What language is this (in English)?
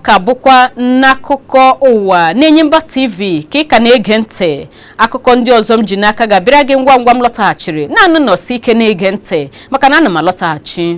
Igbo